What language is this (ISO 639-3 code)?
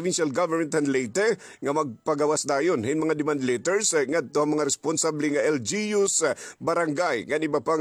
war